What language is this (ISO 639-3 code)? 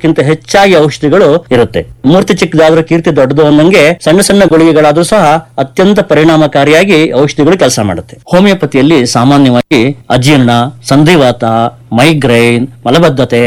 kan